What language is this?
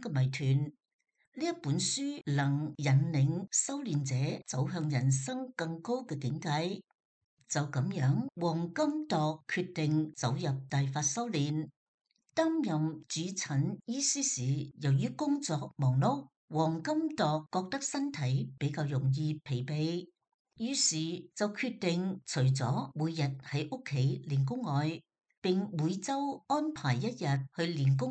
Cantonese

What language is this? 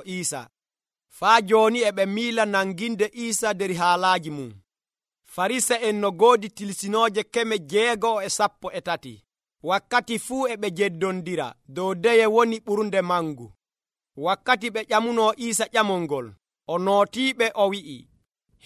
Nigerian Fulfulde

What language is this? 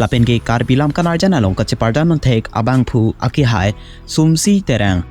Karbi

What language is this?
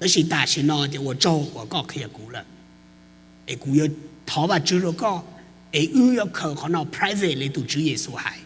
Hmong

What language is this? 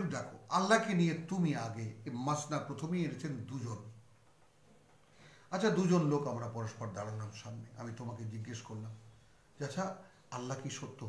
Bangla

